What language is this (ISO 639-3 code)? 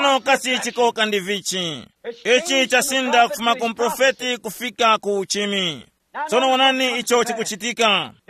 tum